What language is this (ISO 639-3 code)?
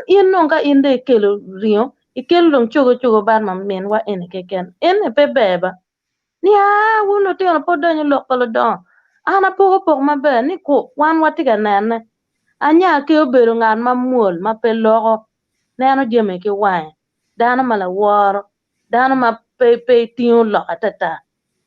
ach